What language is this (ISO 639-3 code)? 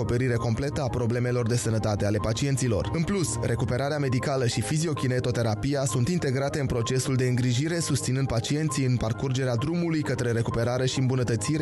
ron